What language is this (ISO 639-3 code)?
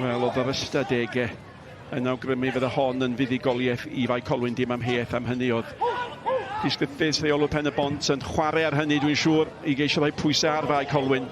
cym